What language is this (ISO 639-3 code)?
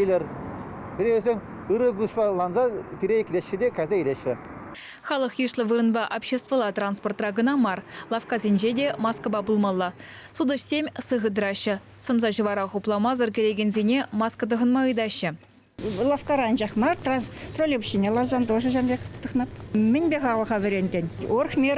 chv